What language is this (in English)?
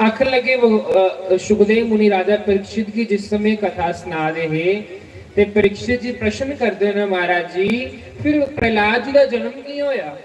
Dogri